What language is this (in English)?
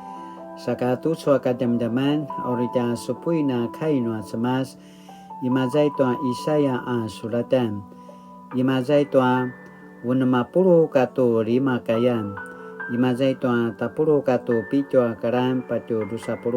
Paiwan